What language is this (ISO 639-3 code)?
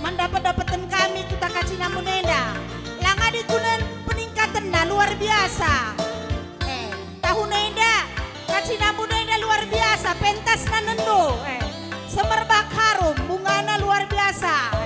btx